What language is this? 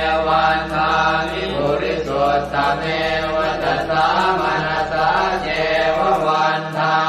Pali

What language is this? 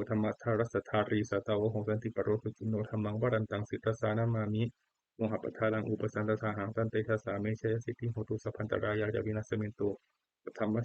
Pali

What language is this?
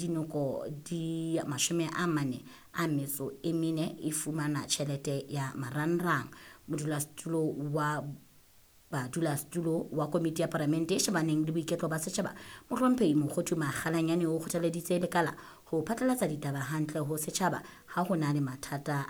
Southern Sotho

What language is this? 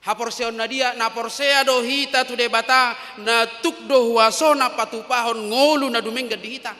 Batak Toba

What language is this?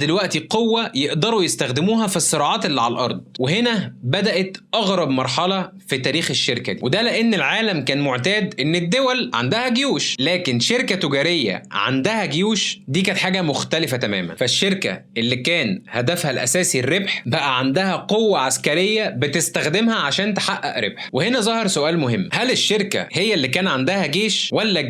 Egyptian Arabic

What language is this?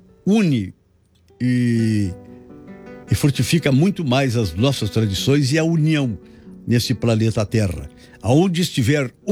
Portuguese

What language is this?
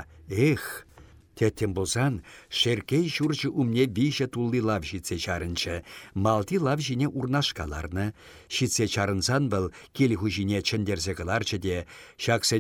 Chuvash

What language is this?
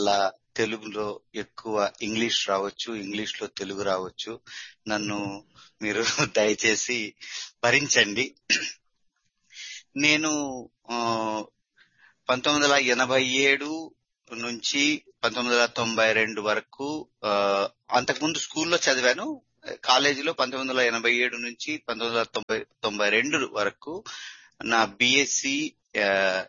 Telugu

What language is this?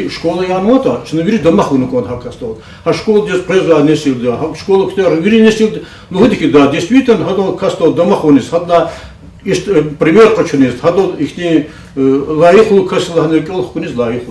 Lezghian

